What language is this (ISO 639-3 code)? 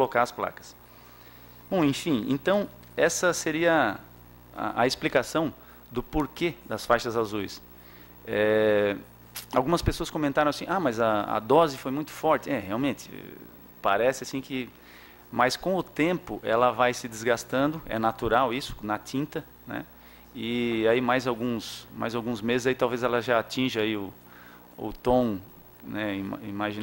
por